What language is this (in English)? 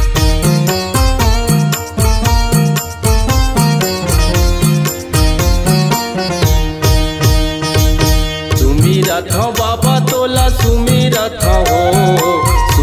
Chhattisgarhi